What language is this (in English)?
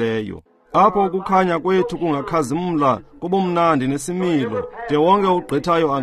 Xhosa